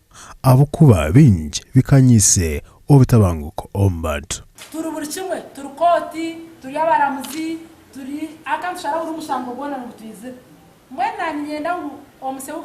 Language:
Nyankole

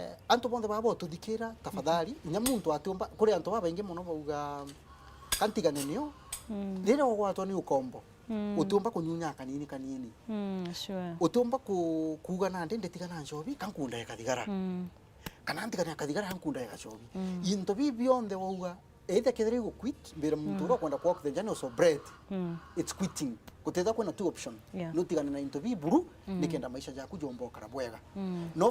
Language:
Meru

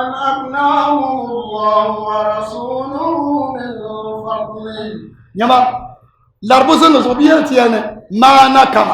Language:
Dagbani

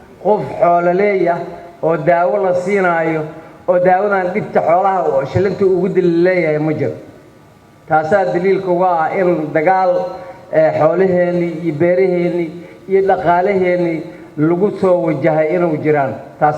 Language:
Somali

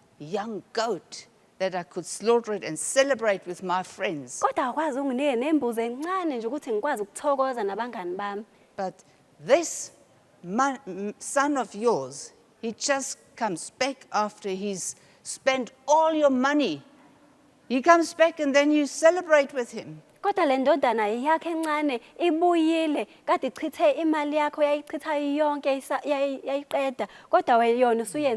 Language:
Zulu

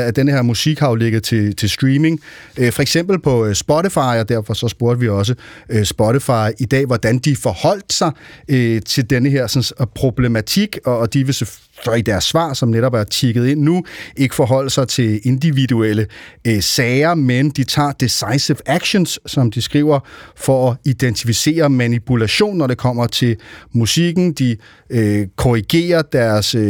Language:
Danish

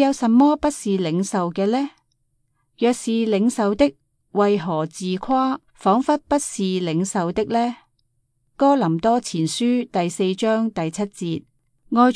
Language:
Cantonese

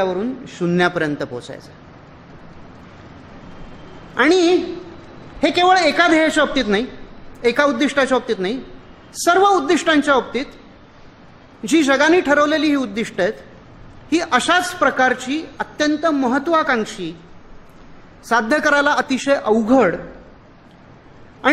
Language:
Marathi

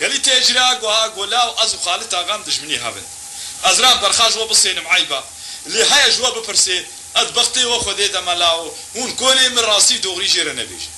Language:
Kurdish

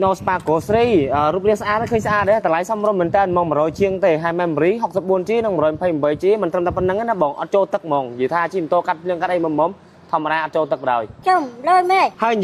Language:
Khmer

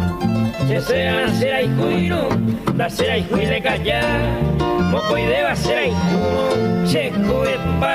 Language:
Guarani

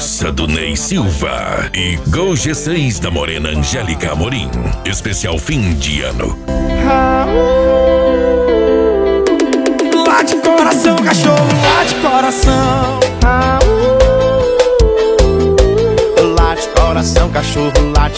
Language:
Portuguese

